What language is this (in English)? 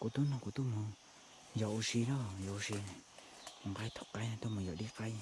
Hmong